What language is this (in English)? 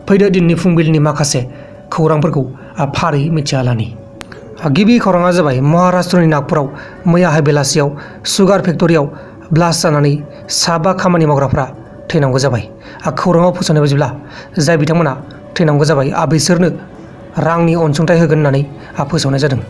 Bodo